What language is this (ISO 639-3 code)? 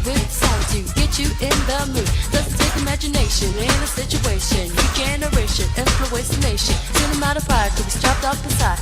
mri